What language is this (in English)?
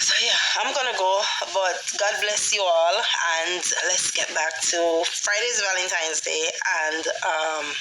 Jamaican Creole English